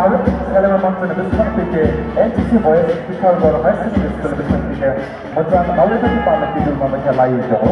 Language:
Kok Borok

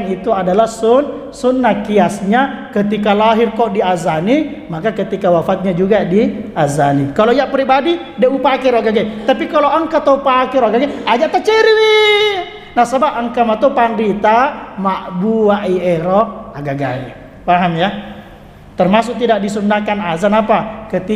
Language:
Buginese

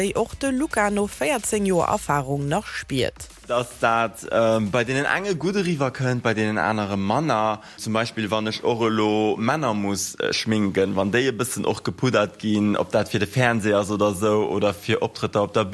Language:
Luxembourgish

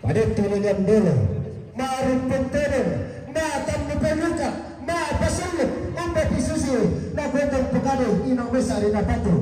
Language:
Toraja-Sa'dan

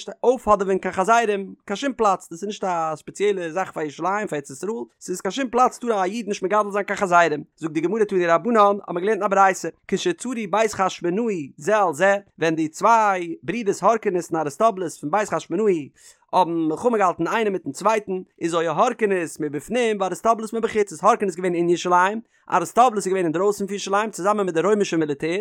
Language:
Yiddish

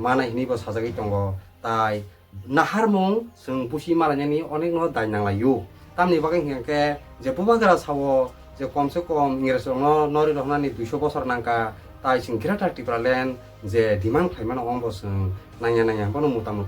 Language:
Kok Borok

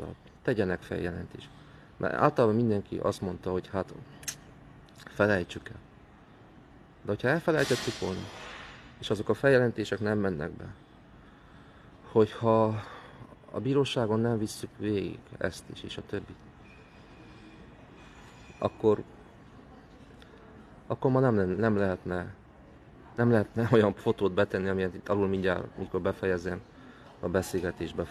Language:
Hungarian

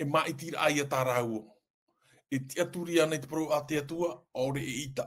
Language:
Tahitian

